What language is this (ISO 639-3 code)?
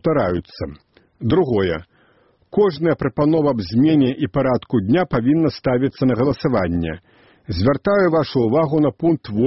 bel